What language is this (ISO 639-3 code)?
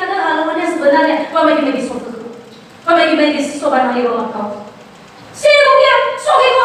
nia